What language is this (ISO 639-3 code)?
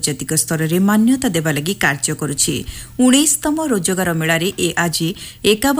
ori